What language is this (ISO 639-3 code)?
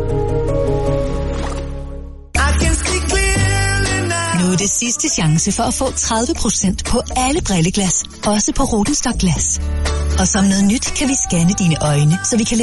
dan